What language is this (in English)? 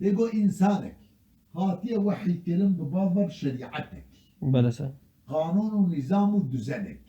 Kurdish